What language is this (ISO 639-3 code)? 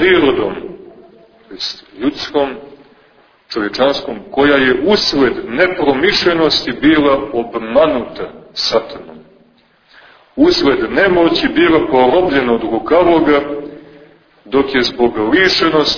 srp